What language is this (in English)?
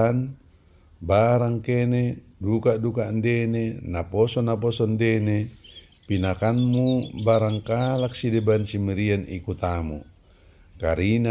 Batak Dairi